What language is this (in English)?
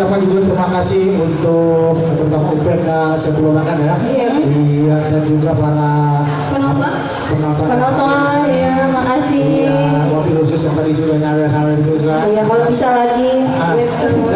Betawi